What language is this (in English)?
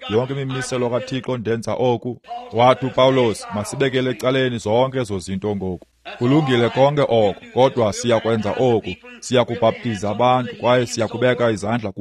Xhosa